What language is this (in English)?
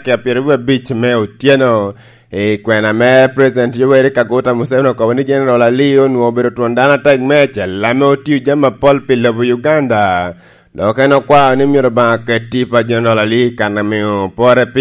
Lango (Uganda)